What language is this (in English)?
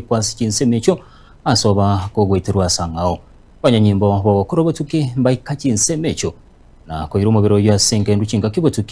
Gusii